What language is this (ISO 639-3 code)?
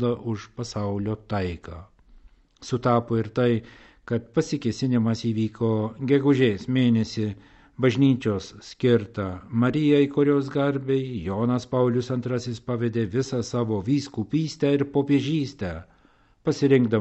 lit